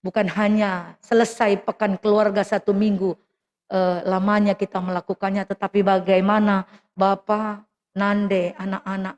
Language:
Batak Karo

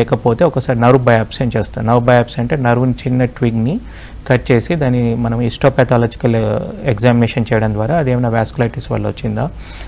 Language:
Telugu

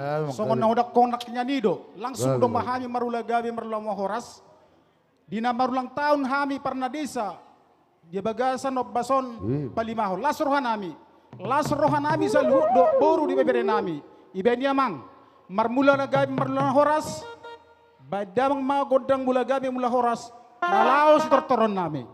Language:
Batak Toba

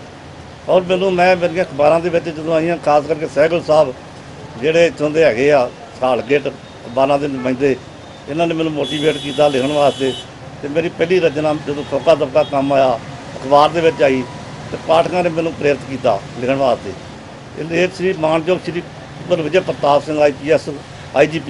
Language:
Punjabi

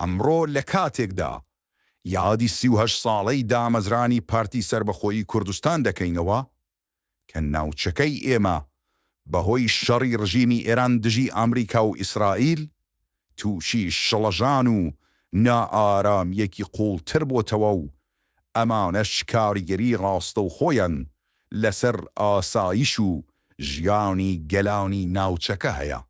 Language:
Central Kurdish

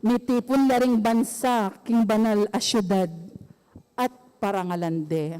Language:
Pampanga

